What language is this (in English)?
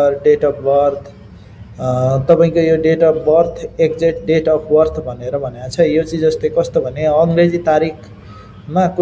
Nepali